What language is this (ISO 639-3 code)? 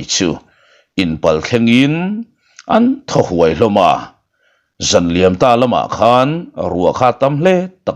lus